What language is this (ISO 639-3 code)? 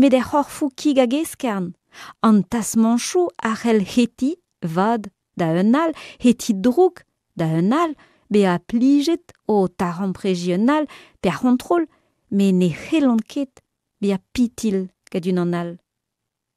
bre